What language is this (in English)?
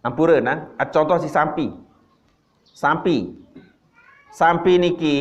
Sasak